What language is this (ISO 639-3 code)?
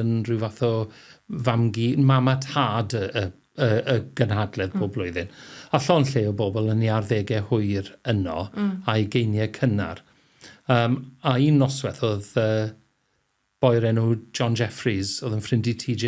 cym